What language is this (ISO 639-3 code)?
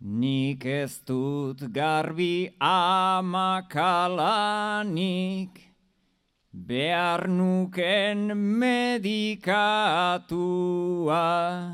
eus